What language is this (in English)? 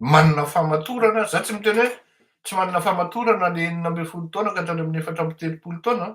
Malagasy